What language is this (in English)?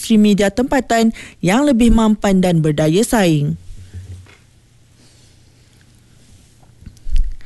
Malay